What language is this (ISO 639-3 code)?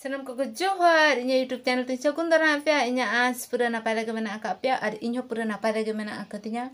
sat